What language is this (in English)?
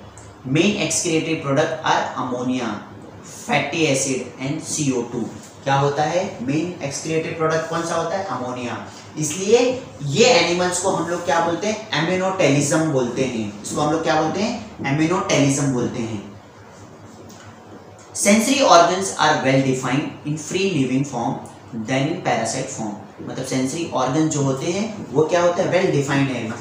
Hindi